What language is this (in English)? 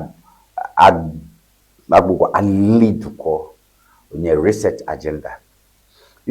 Ewe